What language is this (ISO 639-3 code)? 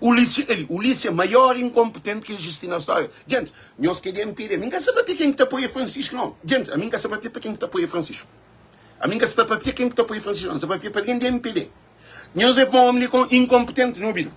kea